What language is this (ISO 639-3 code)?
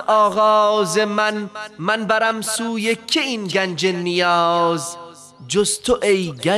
fas